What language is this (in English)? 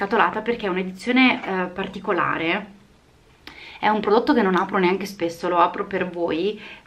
Italian